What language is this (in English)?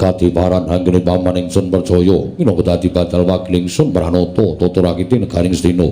Javanese